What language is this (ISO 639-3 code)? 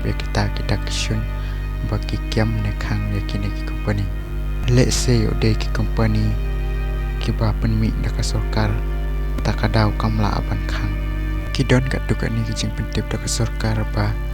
kha